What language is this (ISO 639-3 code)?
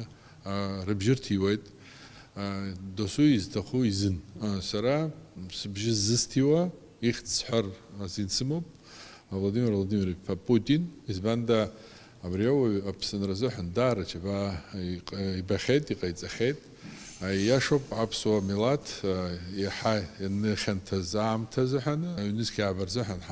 abk